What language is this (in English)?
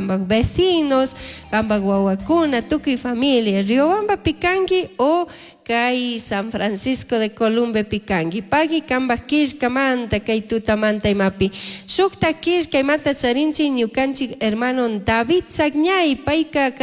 Chimborazo Highland Quichua